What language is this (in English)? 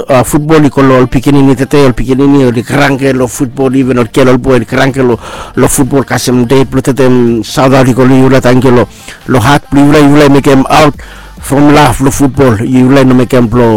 Bislama